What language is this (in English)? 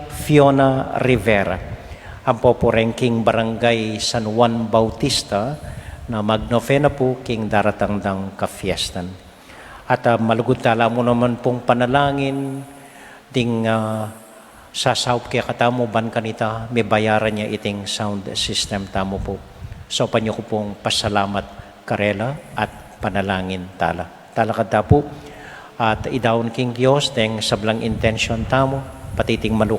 Pampanga